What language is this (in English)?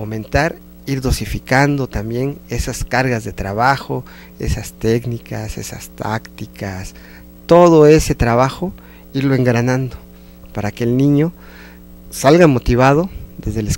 Spanish